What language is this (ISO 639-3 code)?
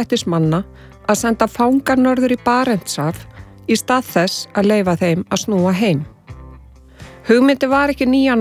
isl